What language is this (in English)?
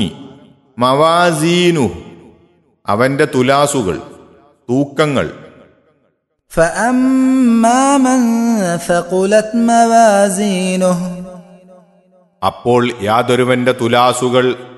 Malayalam